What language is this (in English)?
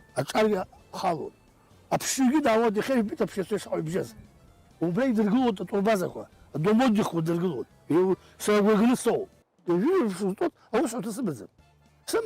Abkhazian